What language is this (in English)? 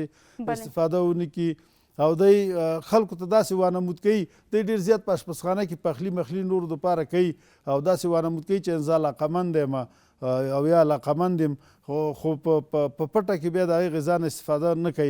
Pashto